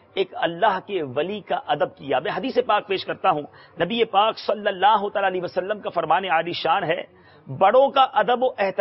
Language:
Urdu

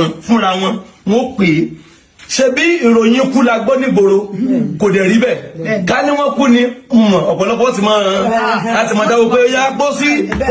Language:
Yoruba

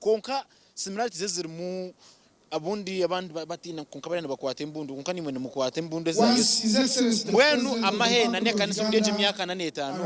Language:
Nyankole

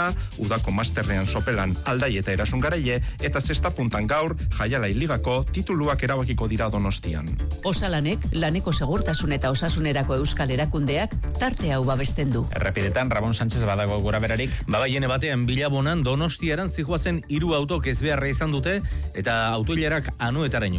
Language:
Basque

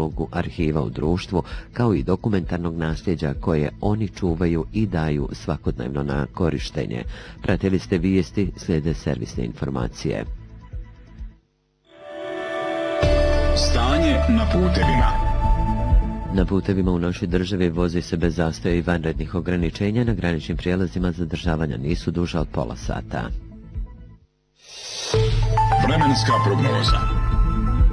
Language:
Bosnian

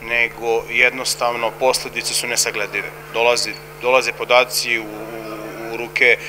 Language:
Serbian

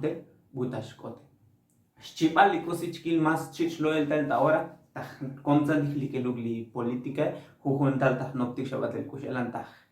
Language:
Tzotzil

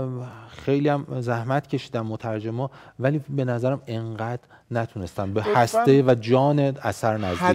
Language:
Persian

